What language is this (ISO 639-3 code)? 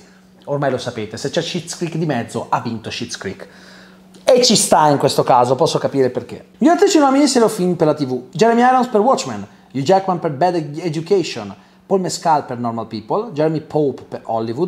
ita